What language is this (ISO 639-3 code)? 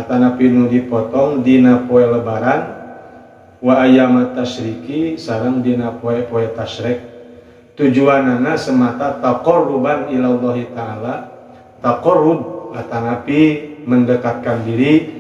sun